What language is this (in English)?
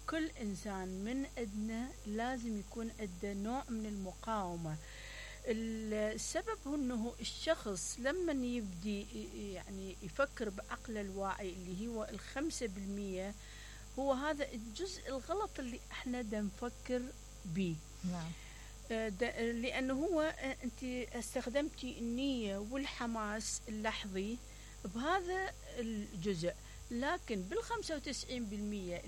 Mesopotamian Arabic